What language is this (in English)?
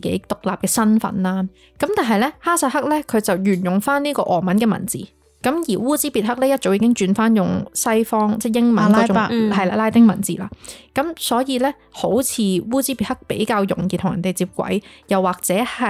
Cantonese